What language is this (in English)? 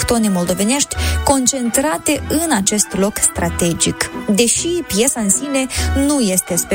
Romanian